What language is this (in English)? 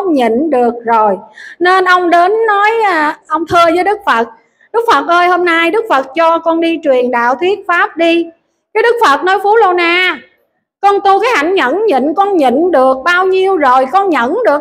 Vietnamese